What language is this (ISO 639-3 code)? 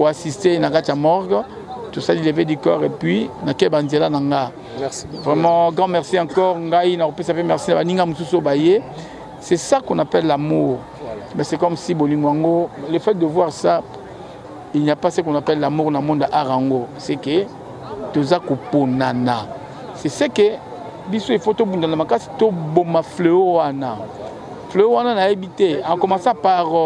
lin